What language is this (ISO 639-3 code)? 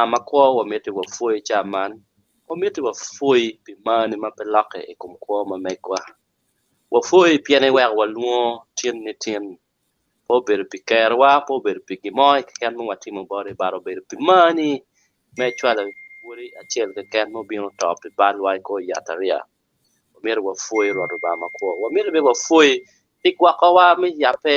ach